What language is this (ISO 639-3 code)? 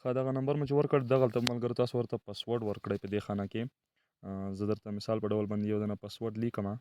pus